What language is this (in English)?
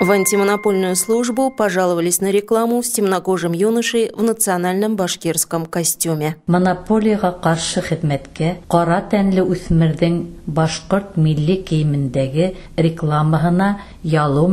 Bashkir